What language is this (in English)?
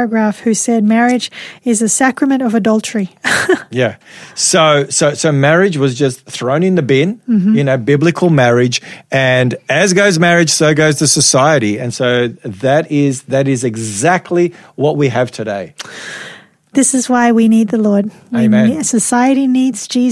English